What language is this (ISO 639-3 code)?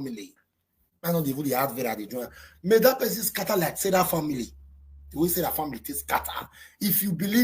pcm